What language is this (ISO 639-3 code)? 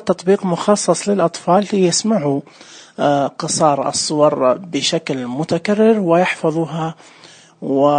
ars